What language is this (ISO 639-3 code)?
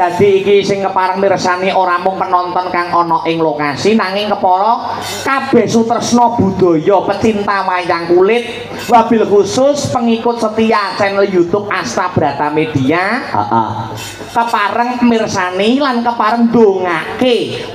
jav